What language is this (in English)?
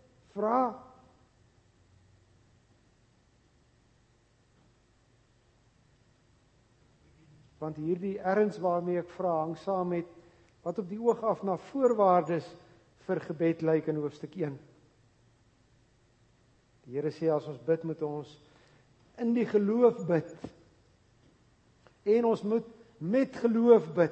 Afrikaans